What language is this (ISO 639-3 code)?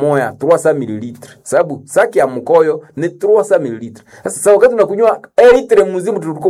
swa